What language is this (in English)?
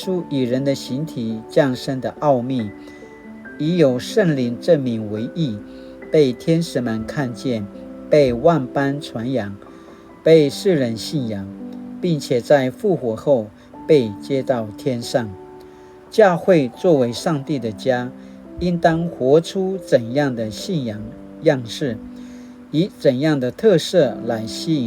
Paiwan